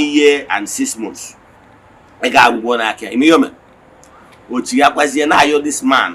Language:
Igbo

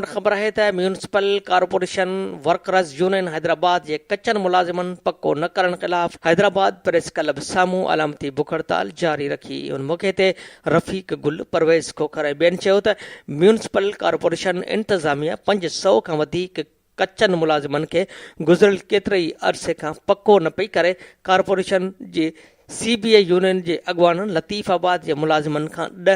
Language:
Sindhi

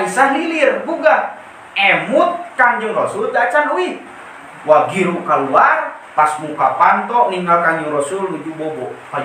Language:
Sundanese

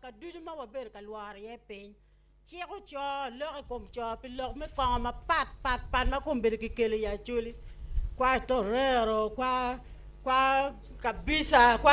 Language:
Acoli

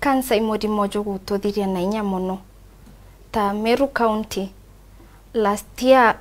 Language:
Meru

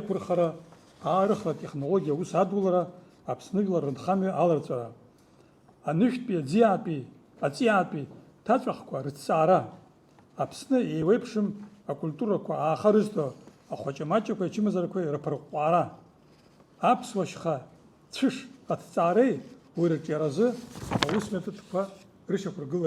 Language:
Abkhazian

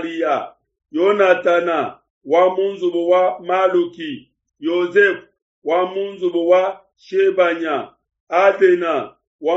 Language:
Luba-Lulua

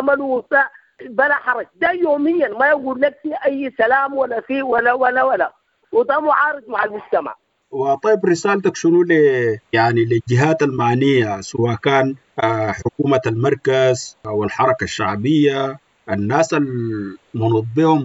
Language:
Sudanese Arabic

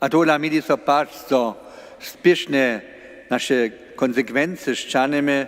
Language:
Upper Sorbian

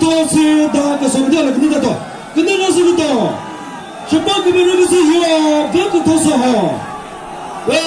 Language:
Chokri Naga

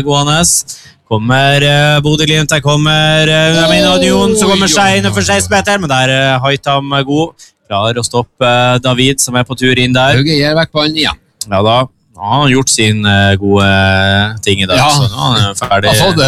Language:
Norwegian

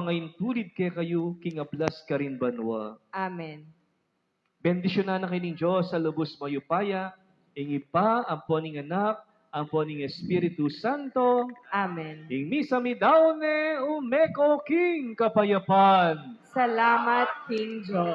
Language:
Pampanga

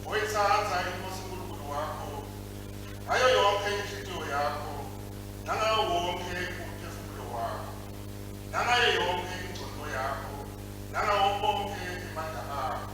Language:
Swati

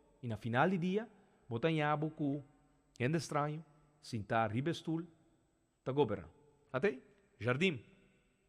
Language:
Papiamento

